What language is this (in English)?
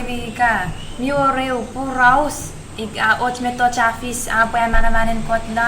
Chuukese